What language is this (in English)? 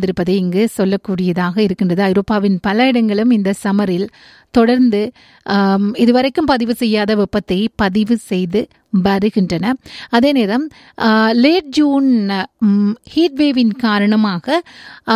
Tamil